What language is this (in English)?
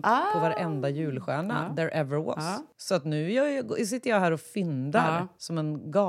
Swedish